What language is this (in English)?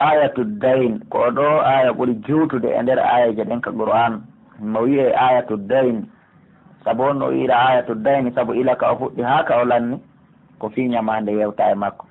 Pular